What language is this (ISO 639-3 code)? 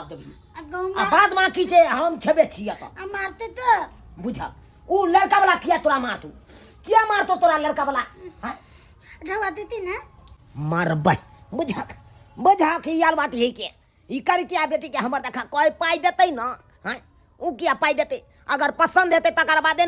mai